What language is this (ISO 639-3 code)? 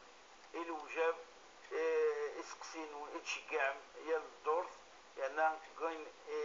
kab